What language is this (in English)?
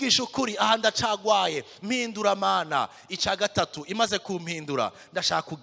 Rundi